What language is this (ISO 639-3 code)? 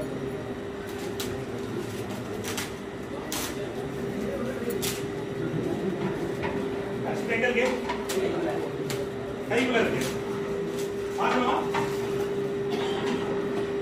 tam